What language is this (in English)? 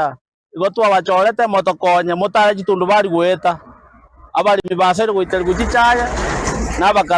Gusii